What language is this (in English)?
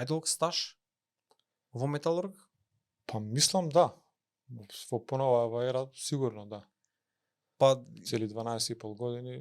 Macedonian